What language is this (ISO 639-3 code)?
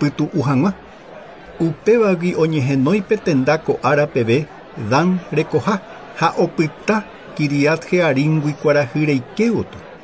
grn